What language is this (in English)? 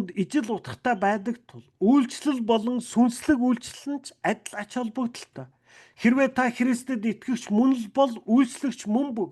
Mongolian